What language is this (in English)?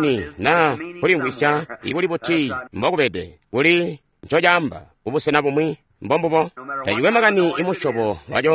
Tonga (Zambia)